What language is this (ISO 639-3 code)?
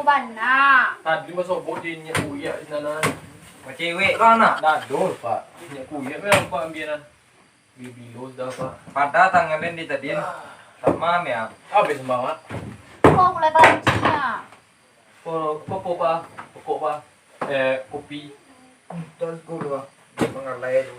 min